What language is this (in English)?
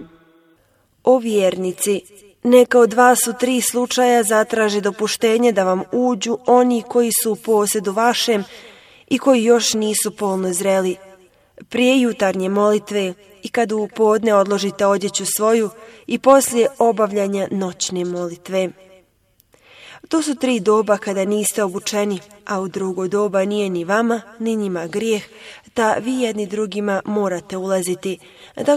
Bosnian